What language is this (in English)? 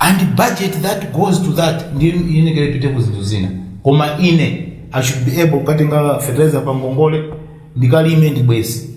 Nyanja